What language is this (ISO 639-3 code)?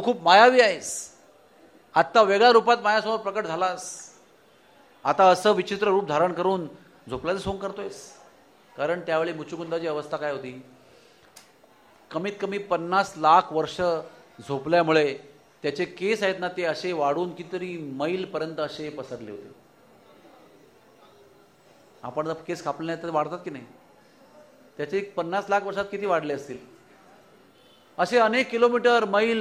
mar